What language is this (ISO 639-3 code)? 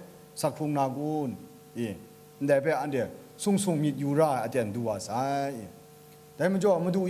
kac